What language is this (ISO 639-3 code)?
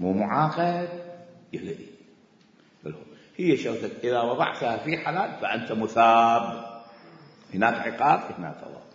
acm